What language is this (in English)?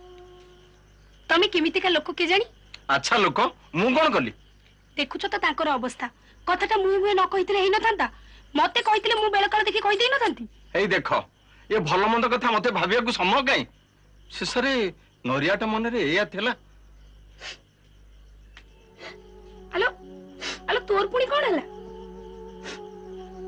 Odia